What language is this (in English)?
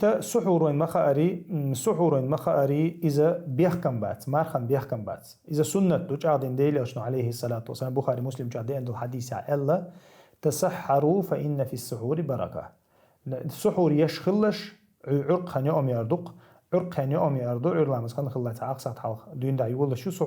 Chechen